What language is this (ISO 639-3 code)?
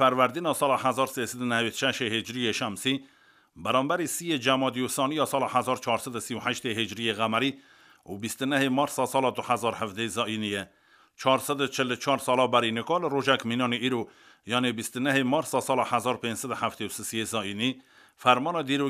kur